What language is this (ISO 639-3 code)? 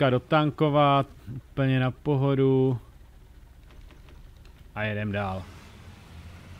ces